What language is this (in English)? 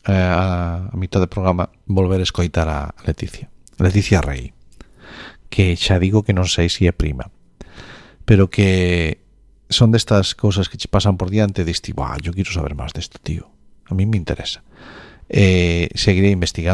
Galician